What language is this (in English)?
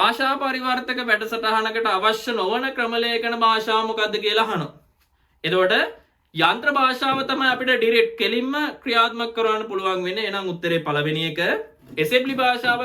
Sinhala